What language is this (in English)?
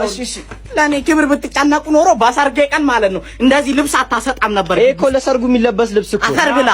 Amharic